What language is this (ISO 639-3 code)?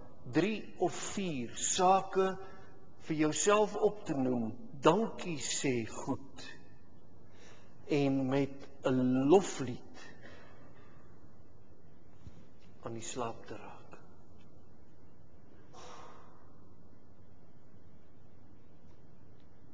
afr